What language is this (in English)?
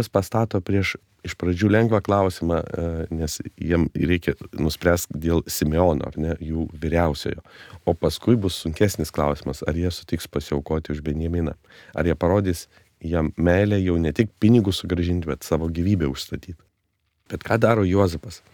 Lithuanian